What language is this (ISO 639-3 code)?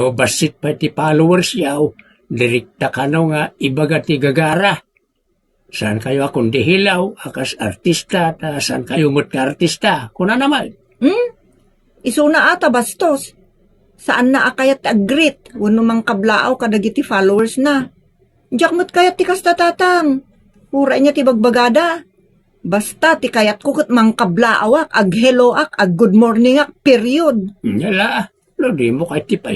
ilo